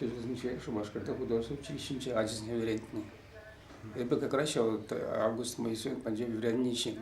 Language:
Chuvash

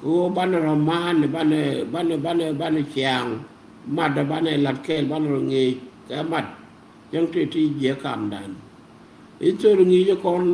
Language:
Nuer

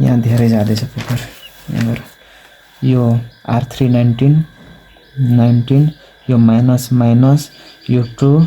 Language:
Nepali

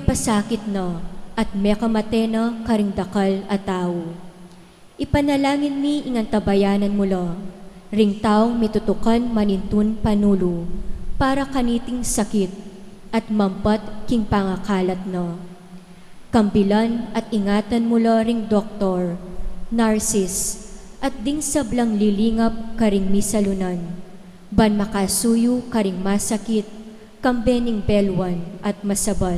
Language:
Pampanga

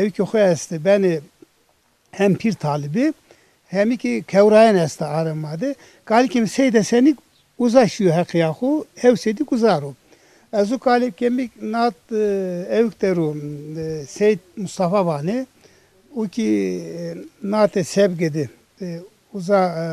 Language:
Zaza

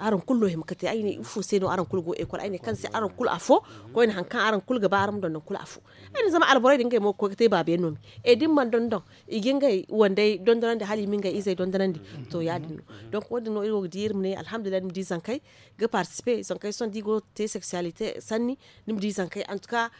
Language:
Zarma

